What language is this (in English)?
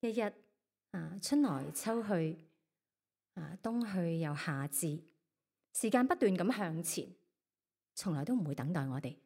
Cantonese